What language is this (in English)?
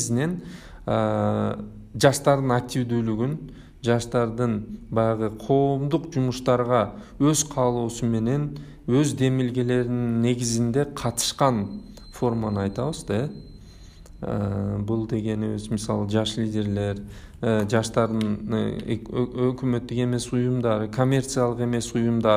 Kyrgyz